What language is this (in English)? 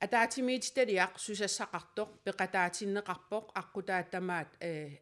Kalaallisut